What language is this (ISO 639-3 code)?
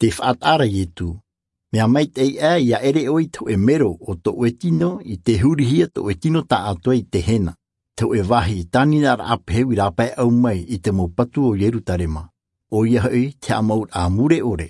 tah